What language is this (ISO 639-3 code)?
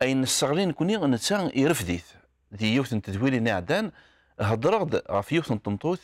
kab